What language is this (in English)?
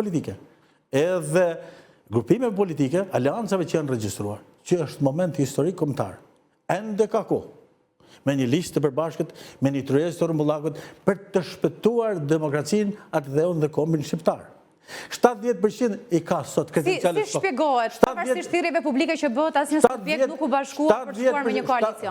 Albanian